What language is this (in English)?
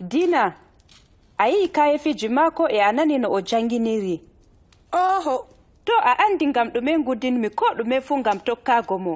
Adamawa Fulfulde